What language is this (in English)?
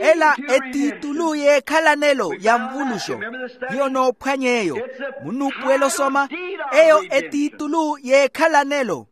Makhuwa